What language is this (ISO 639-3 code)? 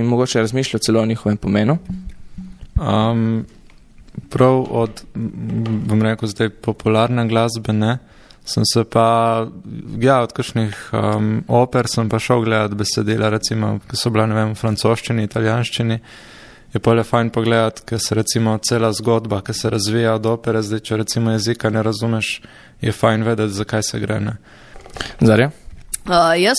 slv